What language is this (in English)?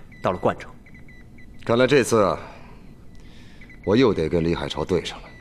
Chinese